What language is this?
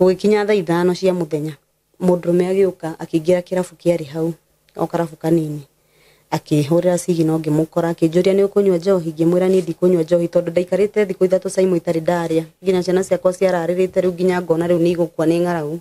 Kikuyu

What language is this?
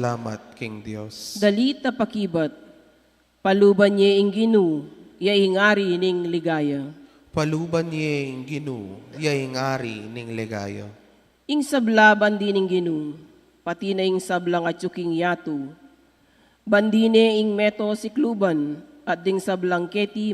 Pampanga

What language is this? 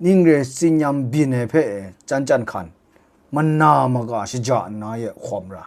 Kachin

